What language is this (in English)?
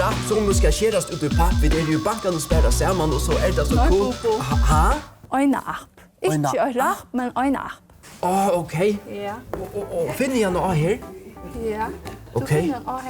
Faroese